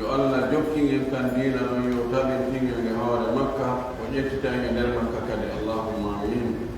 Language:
Fula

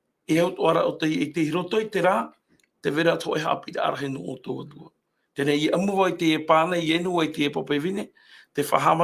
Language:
Tahitian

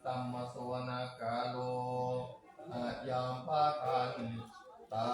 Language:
Pali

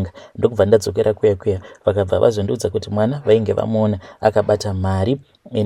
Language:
Shona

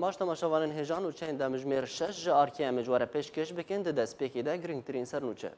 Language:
Kurdish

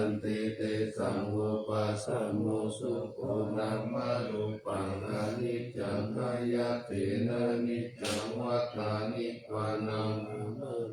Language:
Pali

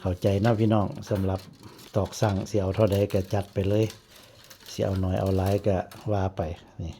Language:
Northeastern Thai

